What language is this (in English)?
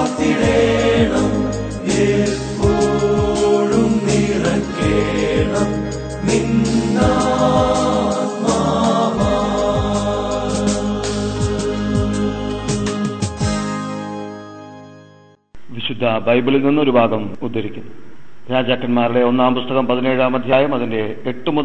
Malayalam